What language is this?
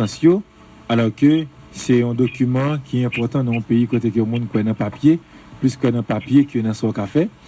Haitian Creole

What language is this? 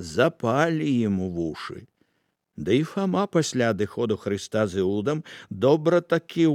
Belarusian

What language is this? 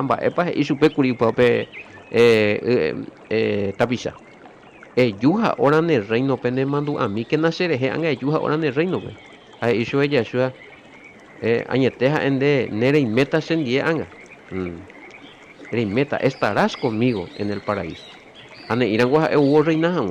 Guarani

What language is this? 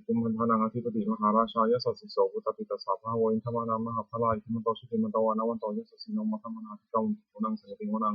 Pali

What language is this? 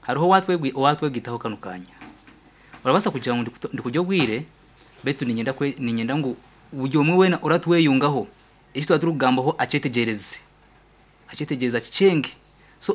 Nyankole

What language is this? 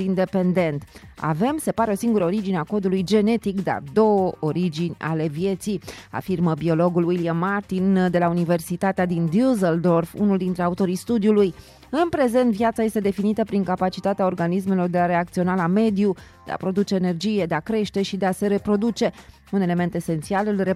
Romanian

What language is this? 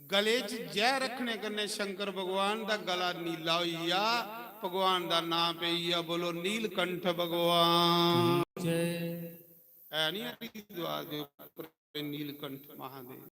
Dogri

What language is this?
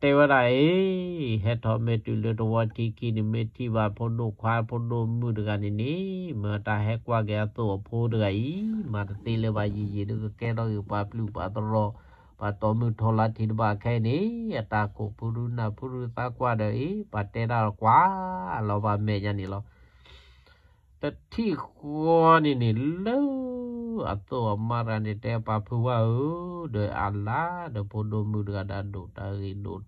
S'gaw Karen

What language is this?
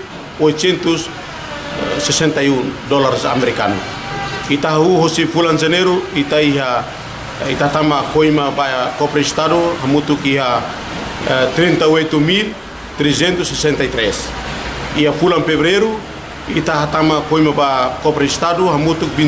Tetum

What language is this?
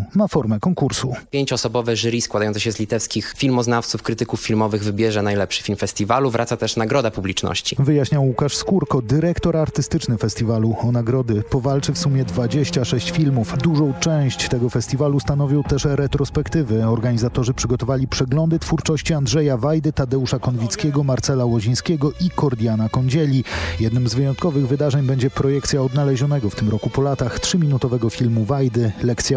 Polish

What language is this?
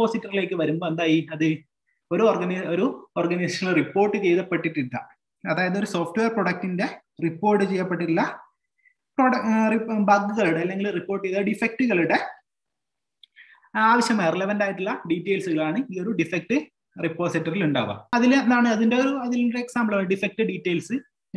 Malayalam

